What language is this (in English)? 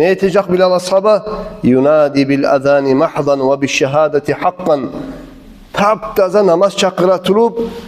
Kumyk